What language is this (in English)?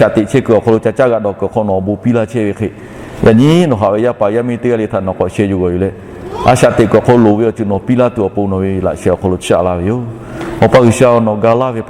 Lahu